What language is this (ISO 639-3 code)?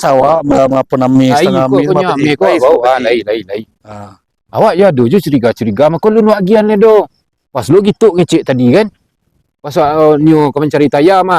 min